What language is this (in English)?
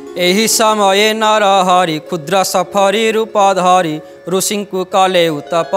Odia